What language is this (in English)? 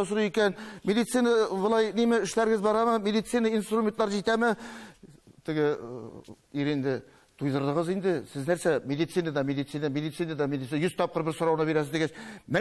Tatar